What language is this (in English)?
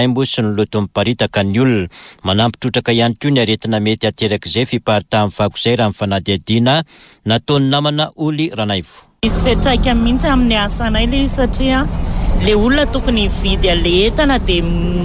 Malagasy